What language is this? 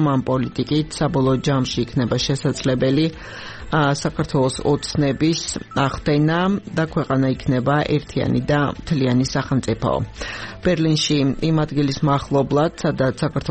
Georgian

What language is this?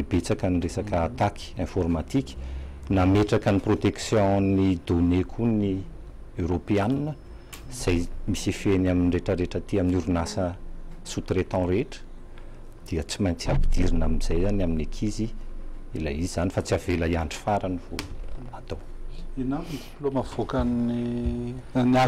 Malagasy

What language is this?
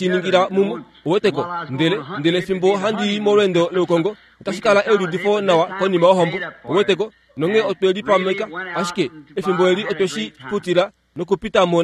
Kuanyama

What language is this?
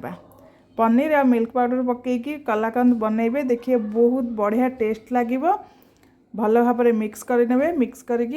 Odia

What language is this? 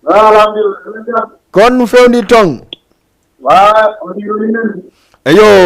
Fula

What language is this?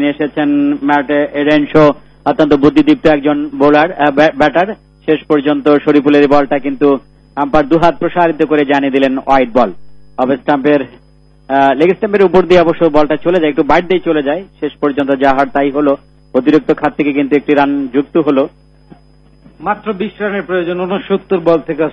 Bangla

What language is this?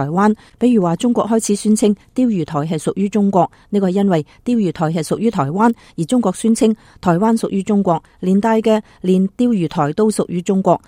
Cantonese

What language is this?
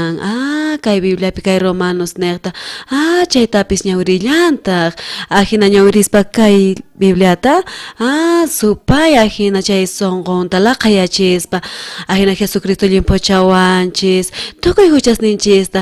South Bolivian Quechua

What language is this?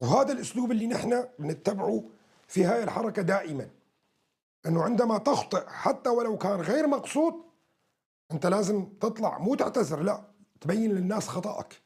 North Levantine Arabic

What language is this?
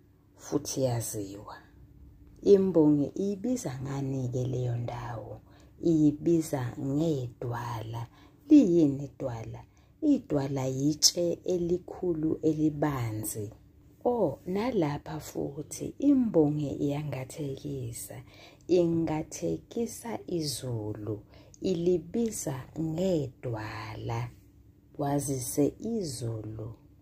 Zulu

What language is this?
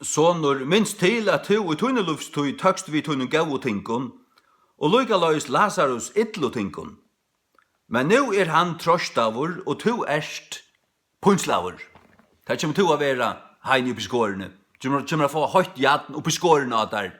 Faroese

